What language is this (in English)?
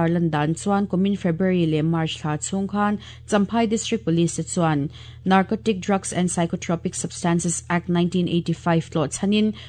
Mizo